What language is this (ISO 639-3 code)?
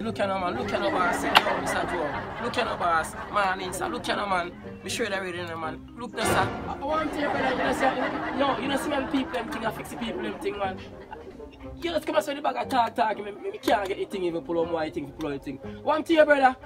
jam